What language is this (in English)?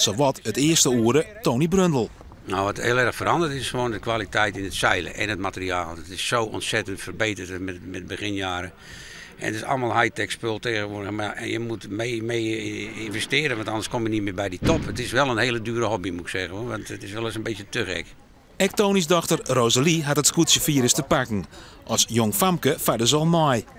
Western Frisian